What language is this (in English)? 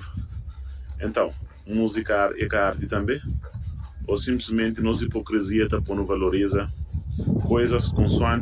Kabuverdianu